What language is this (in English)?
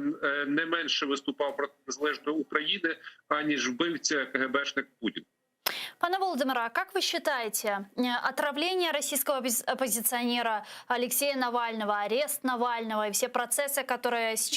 Crimean Tatar